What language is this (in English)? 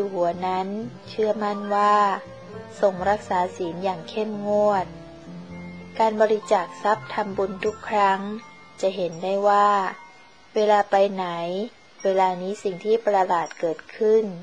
Thai